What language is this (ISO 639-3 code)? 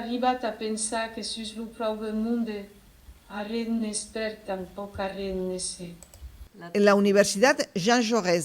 oci